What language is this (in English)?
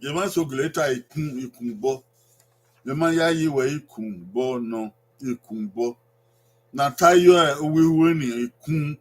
Bini